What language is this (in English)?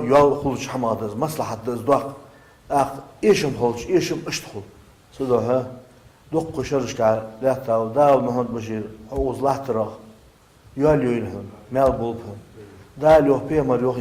Ingush